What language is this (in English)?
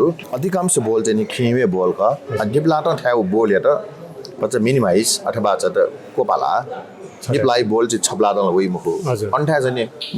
Newari